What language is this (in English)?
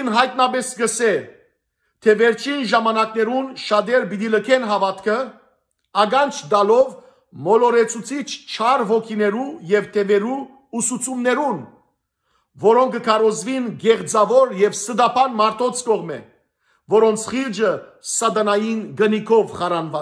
Western Armenian